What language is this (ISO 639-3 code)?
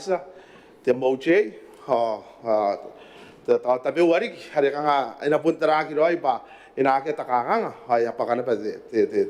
gil